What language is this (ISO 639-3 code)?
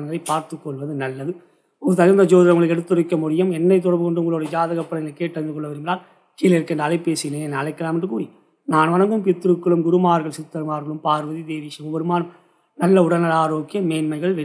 tam